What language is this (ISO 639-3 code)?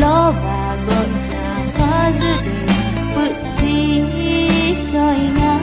ahk